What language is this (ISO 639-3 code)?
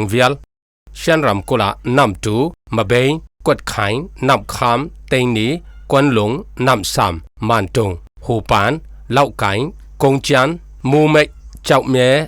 cfm